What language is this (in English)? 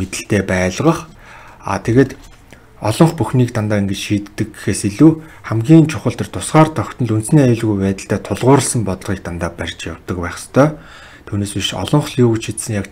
Mongolian